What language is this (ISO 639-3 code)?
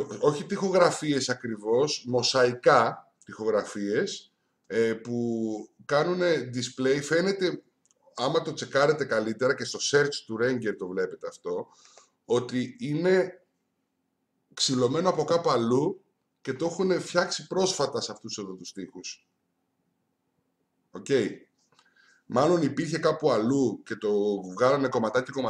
ell